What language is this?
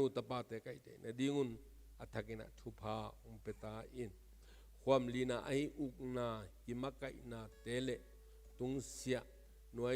Tedim Chin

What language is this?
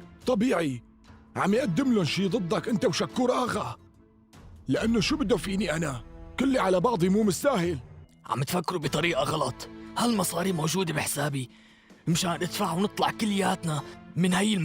North Levantine Arabic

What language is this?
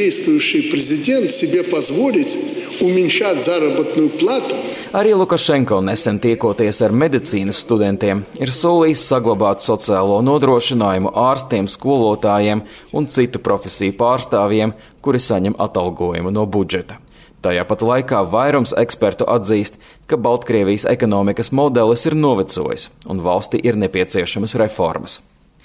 Latvian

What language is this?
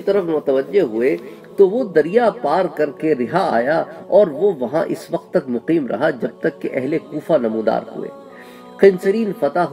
Urdu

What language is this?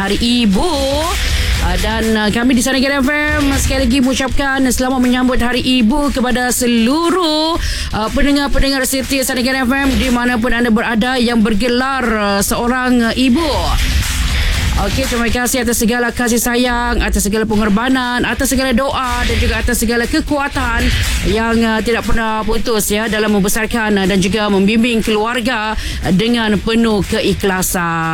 Malay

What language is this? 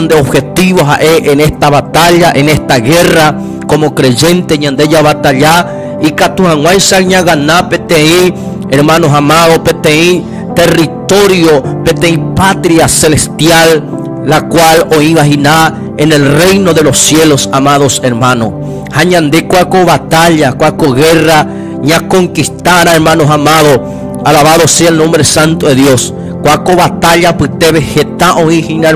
Guarani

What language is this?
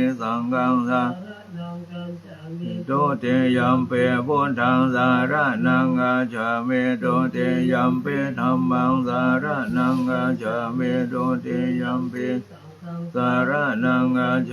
Pali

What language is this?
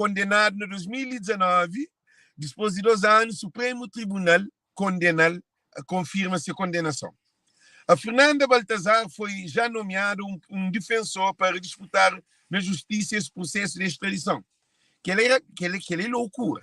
Kabuverdianu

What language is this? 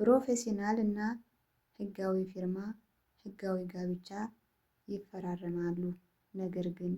Amharic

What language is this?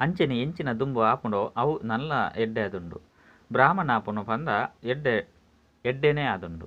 Tulu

